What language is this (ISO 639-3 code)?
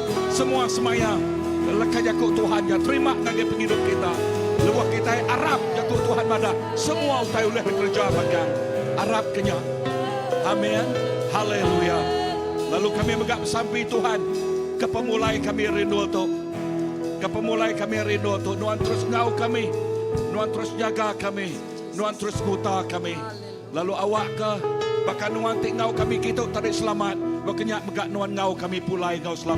iba